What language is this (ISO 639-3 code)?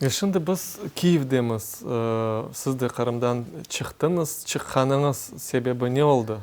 crh